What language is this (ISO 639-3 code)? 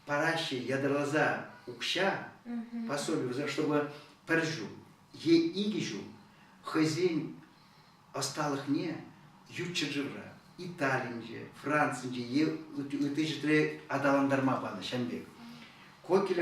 chv